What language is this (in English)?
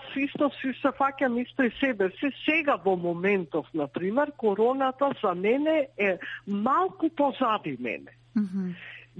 Macedonian